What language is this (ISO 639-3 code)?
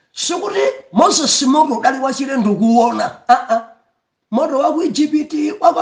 nya